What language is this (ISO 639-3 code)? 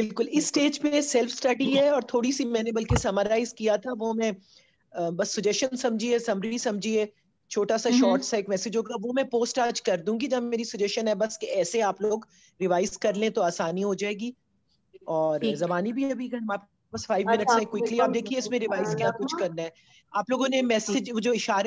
urd